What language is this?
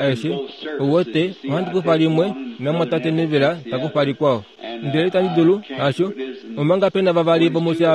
Kuanyama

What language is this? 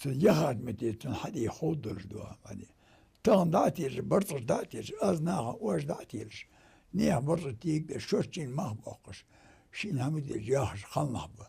Ingush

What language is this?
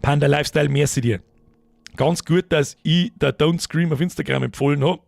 Bavarian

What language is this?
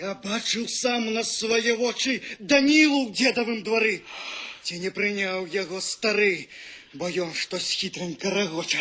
Belarusian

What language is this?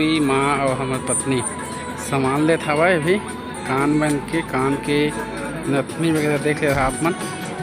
Chhattisgarhi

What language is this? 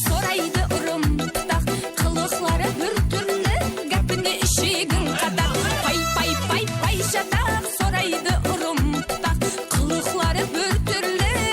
Kara-Kalpak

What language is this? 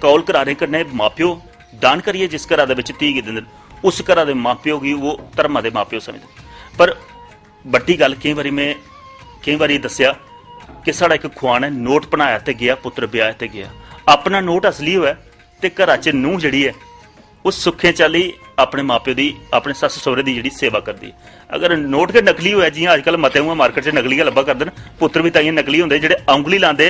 Dogri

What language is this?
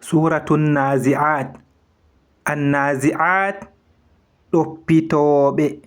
Fula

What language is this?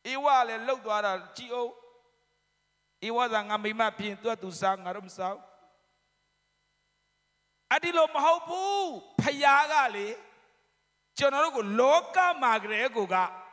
Burmese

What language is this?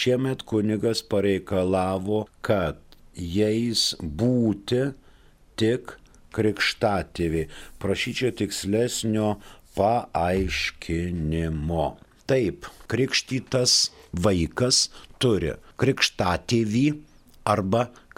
Lithuanian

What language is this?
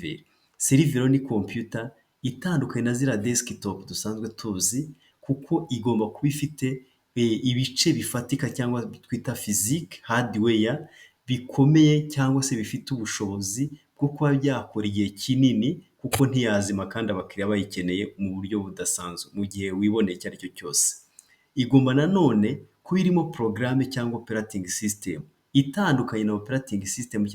Kinyarwanda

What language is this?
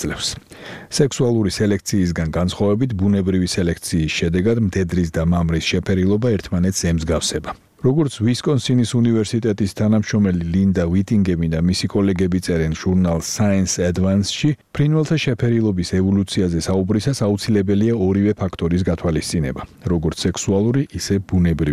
Georgian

